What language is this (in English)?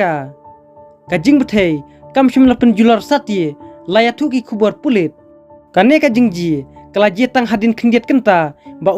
Khasi